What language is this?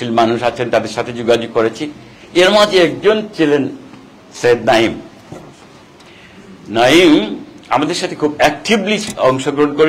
Bangla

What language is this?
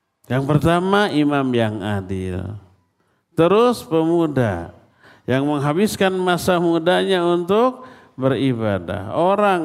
Indonesian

